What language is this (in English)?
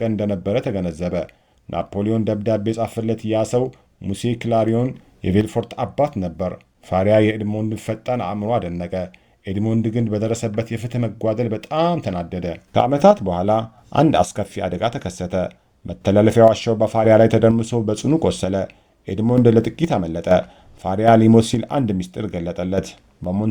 Amharic